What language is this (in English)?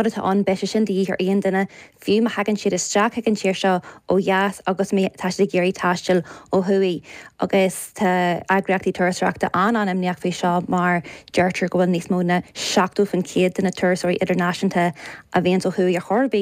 Irish